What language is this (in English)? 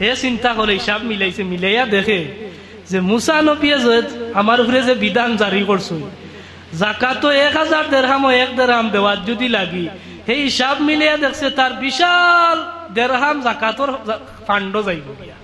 Sylheti